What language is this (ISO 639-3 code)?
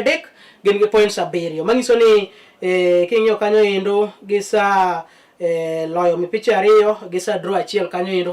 luo